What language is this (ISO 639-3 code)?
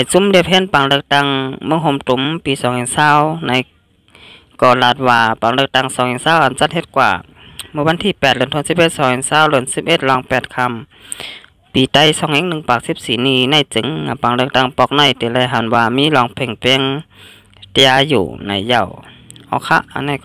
shn